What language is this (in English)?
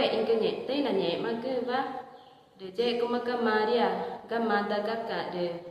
Ticuna